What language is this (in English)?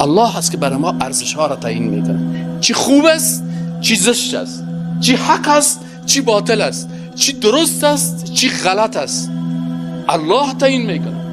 Persian